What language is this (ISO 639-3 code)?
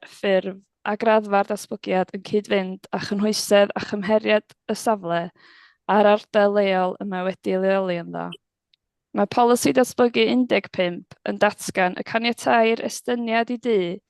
cym